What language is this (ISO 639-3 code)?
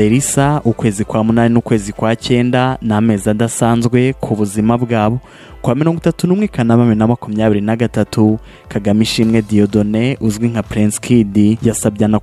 kin